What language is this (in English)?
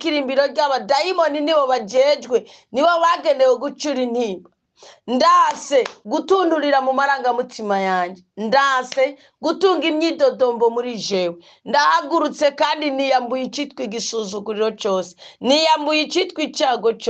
Rundi